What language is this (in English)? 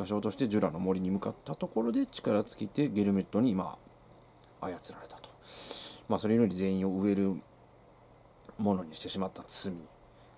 Japanese